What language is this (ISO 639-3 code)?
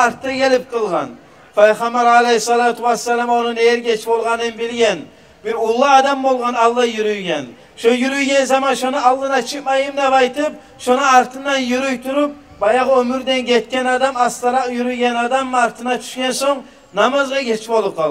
kum